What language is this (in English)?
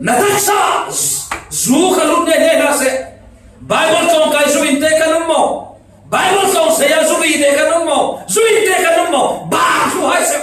Falam Chin